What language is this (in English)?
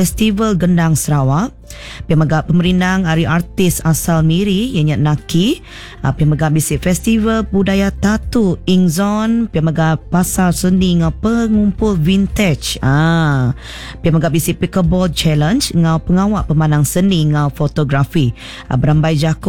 Iban